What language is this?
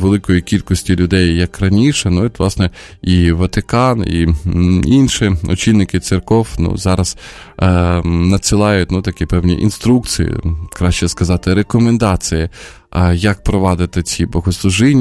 Ukrainian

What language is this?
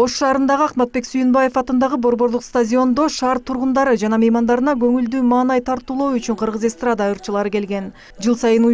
Kyrgyz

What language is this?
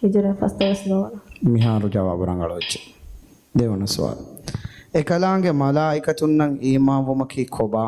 Divehi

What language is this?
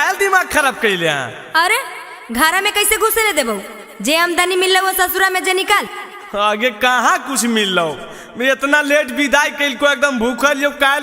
Magahi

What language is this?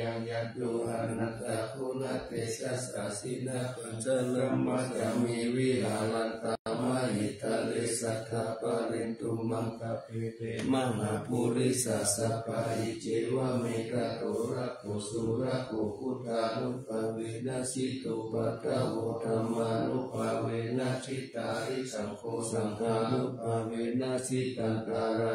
Pali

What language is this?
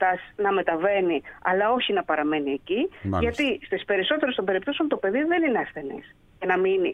Greek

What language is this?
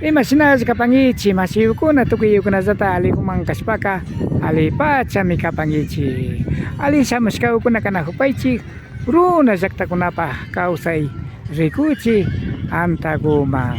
Imbabura Highland Quichua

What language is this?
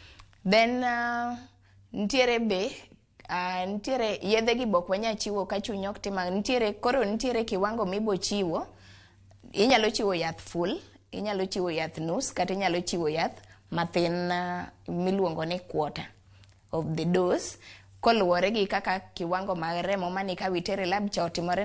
Luo (Kenya and Tanzania)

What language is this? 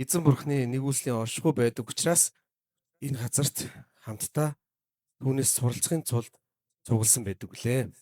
Mongolian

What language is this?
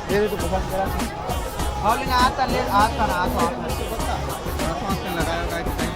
Chhattisgarhi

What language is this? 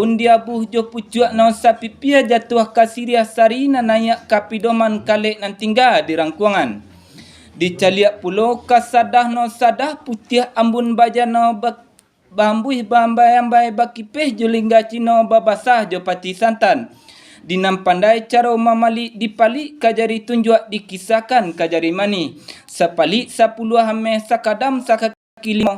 Minangkabau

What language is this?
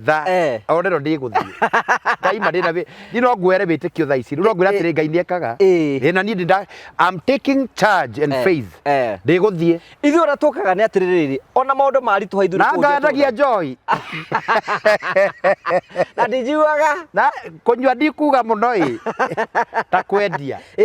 Kikuyu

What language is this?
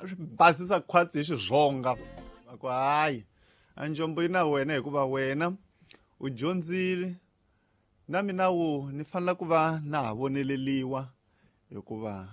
Tsonga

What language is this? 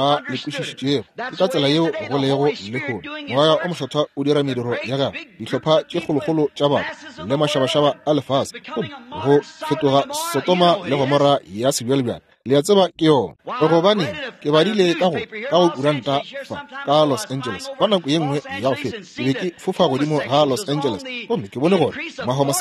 Northern Sotho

